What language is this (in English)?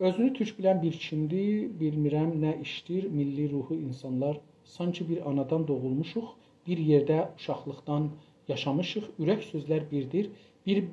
South Azerbaijani